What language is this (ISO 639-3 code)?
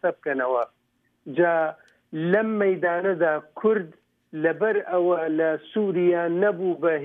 ckb